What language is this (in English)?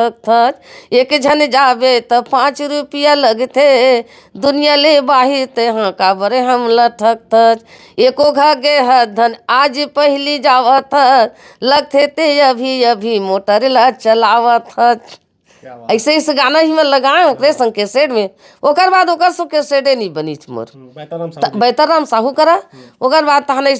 Chhattisgarhi